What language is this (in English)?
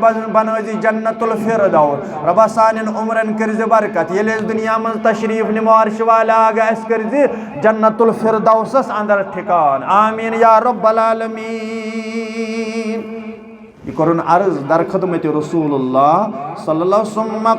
Kashmiri